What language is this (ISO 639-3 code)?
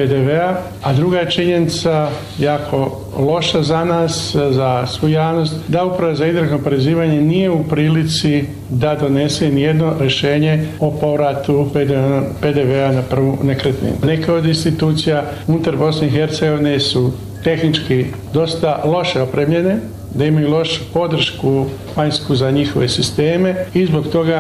bos